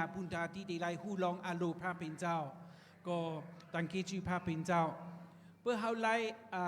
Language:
Shan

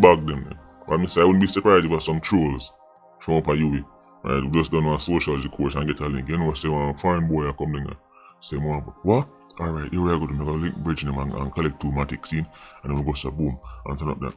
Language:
Jamaican Creole English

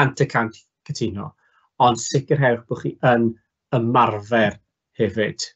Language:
Welsh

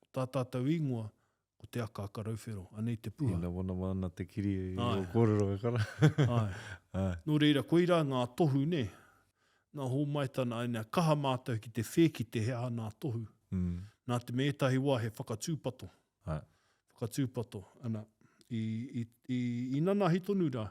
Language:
Māori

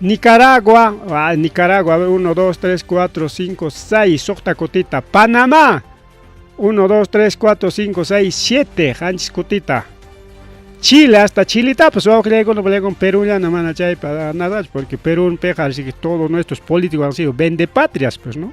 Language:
Ayacucho Quechua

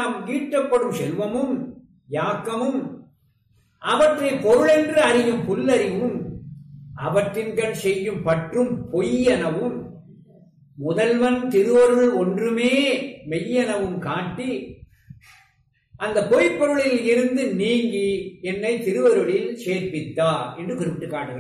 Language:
Tamil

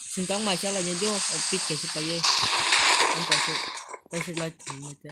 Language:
Kok Borok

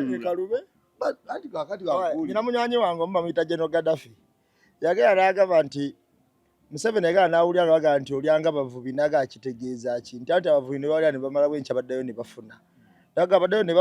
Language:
Ganda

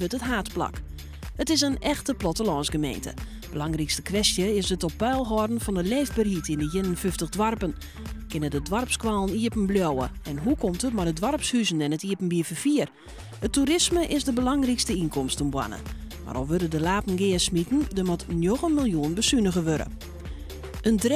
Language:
Western Frisian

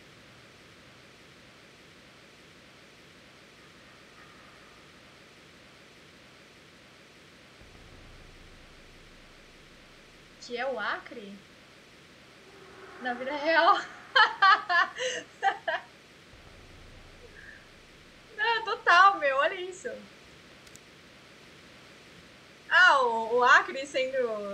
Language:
Portuguese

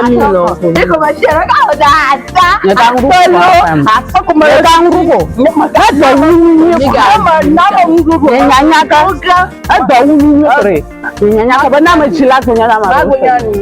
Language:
Ewe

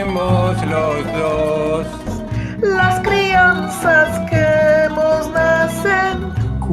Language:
Ladino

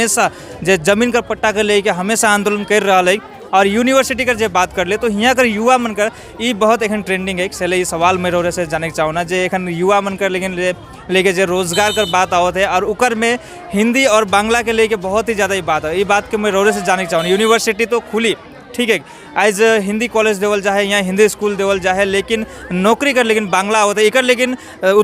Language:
Sadri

